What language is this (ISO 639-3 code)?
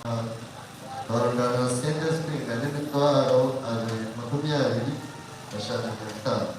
nyn